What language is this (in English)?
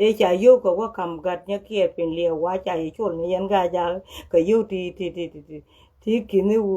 Nuer